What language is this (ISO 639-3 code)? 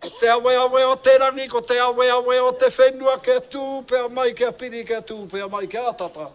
mri